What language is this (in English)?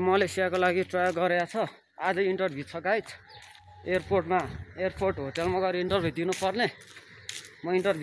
Nepali